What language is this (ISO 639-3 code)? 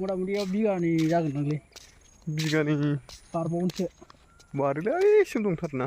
brx